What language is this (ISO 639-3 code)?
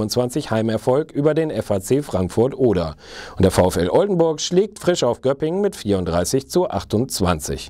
deu